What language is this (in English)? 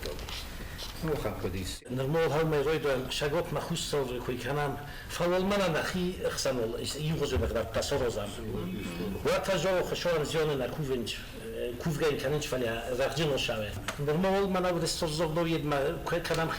Ossetic